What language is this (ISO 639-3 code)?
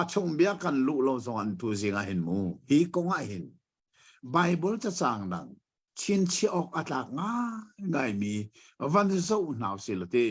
cnh